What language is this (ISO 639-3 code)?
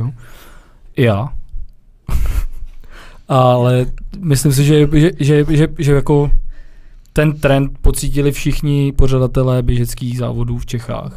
ces